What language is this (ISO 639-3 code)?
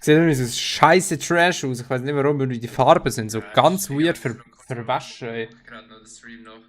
gsw